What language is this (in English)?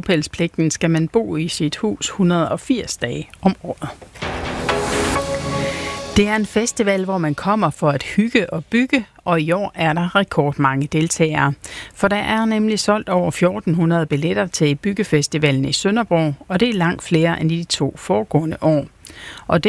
Danish